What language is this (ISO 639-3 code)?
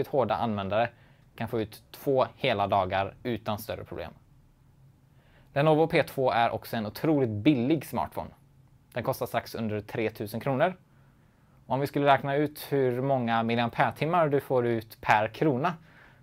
swe